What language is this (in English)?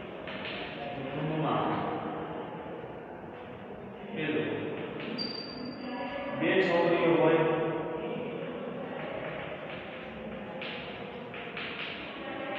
Gujarati